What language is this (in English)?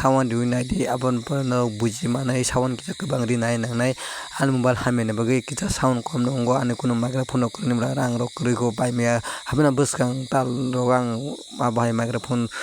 Kok Borok